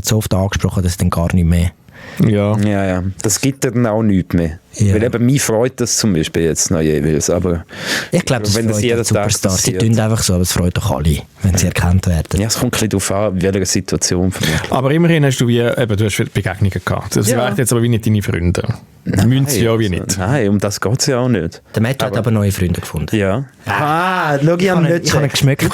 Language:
Swiss German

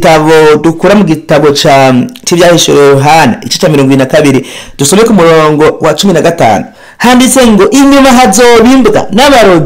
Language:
Rundi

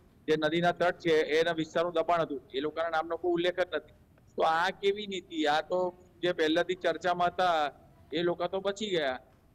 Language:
Gujarati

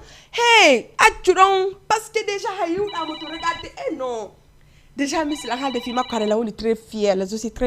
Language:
Fula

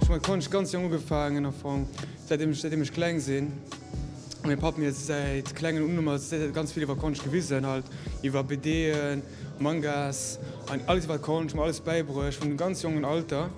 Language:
Luxembourgish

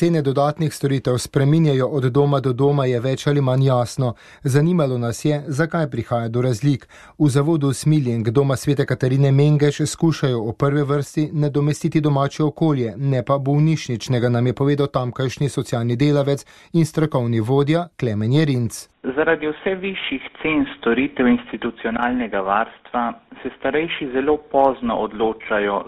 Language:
Slovenian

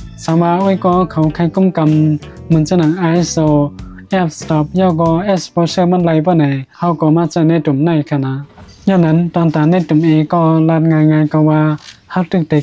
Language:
Shan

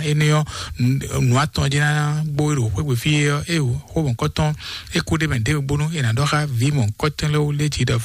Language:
Fon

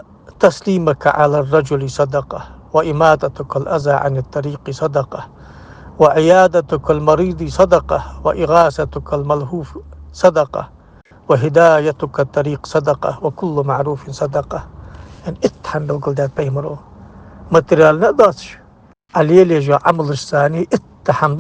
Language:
Ingush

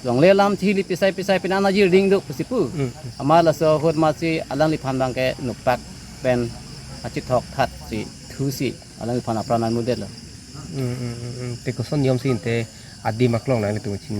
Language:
Karbi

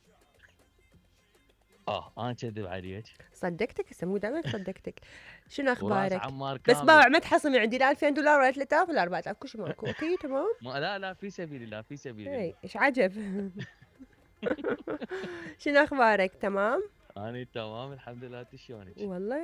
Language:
Mesopotamian Arabic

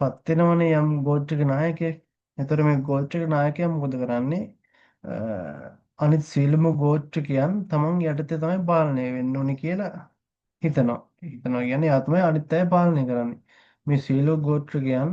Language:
Sinhala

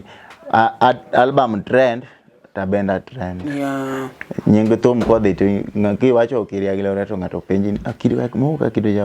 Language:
Luo (Kenya and Tanzania)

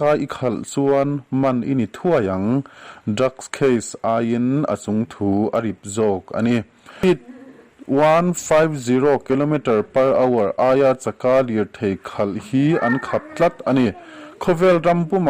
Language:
Mizo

